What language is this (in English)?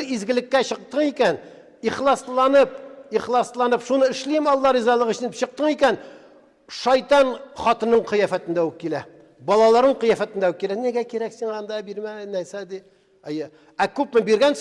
Tatar